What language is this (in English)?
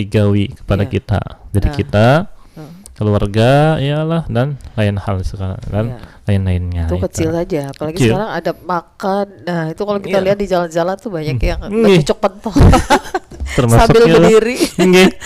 Banjar